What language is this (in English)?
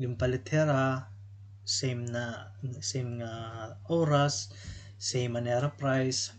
Waray